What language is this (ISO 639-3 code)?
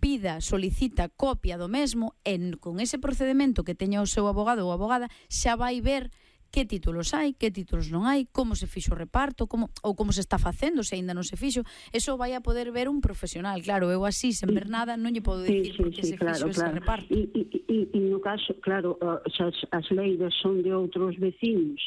glg